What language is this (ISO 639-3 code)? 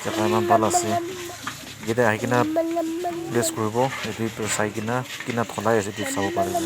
nag